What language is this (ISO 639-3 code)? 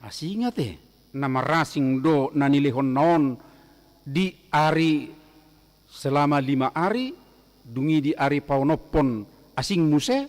bbc